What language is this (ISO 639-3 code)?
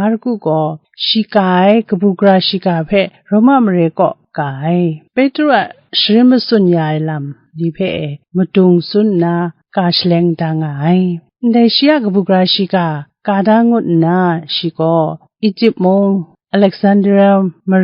kac